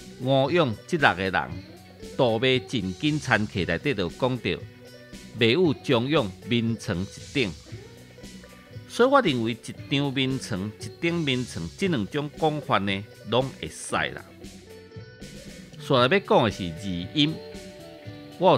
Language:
Min Nan Chinese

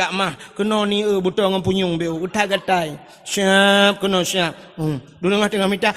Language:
Achinese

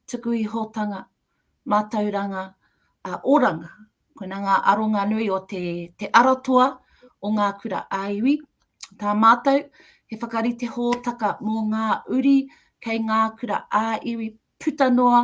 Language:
Māori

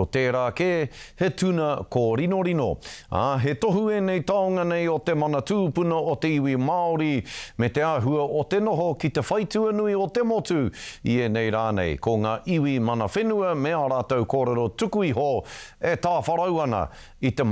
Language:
Māori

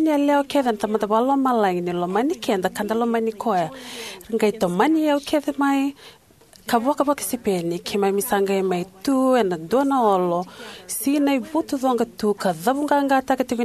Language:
Fijian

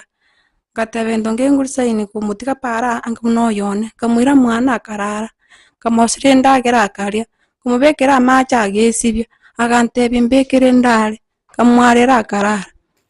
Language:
Gusii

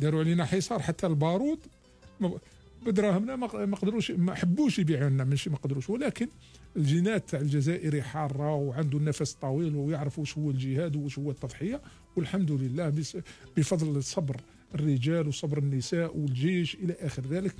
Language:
Algerian Arabic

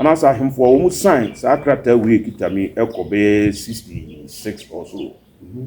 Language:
Akan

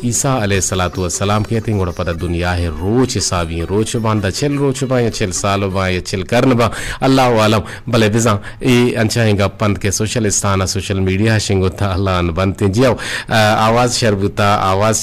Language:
Eastern Balochi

